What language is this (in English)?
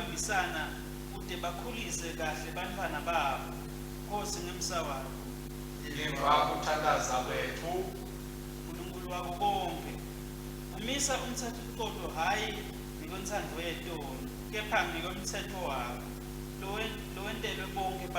Swati